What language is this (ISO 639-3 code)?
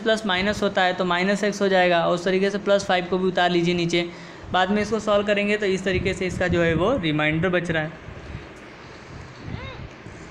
hin